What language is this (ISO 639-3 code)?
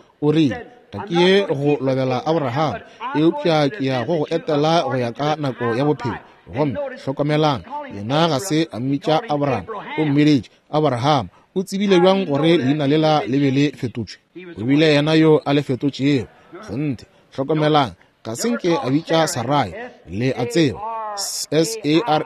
nso